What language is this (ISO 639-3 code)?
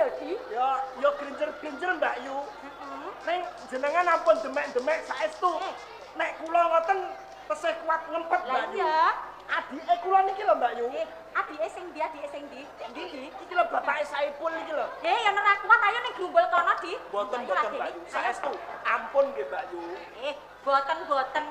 jav